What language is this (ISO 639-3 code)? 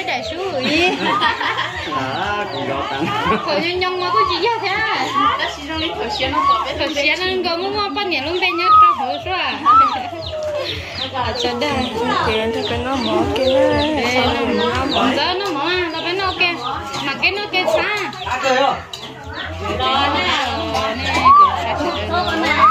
vie